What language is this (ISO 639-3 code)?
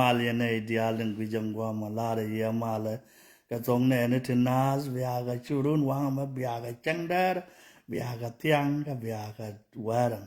nus